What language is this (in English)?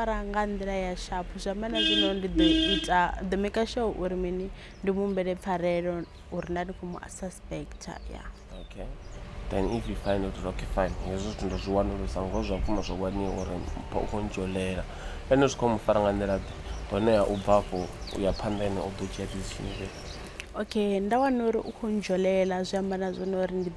Venda